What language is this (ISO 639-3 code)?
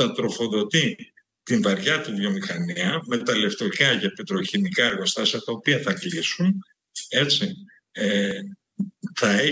ell